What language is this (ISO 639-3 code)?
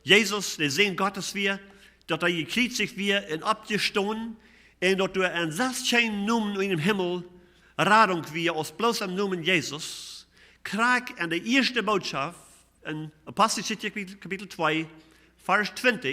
pdt